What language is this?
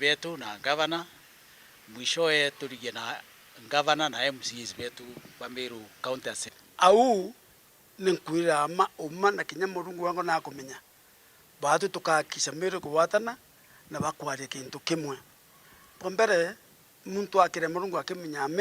Meru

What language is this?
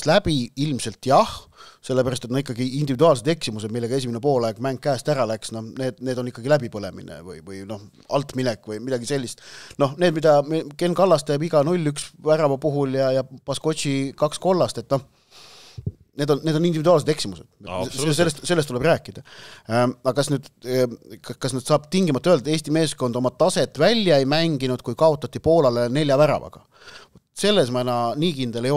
Estonian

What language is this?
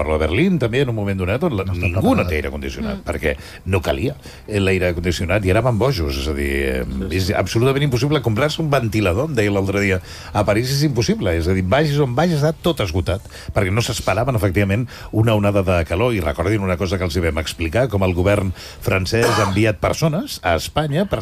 Catalan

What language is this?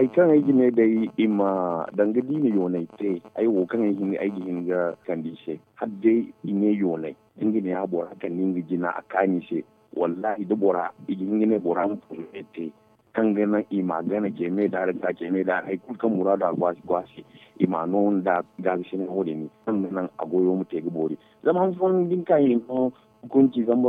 Zarma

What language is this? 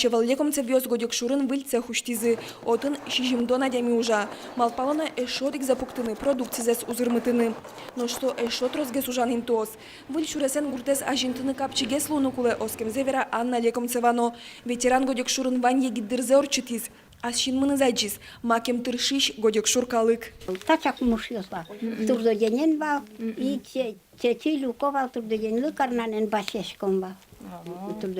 Udmurt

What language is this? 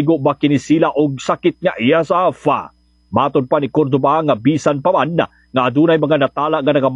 Cebuano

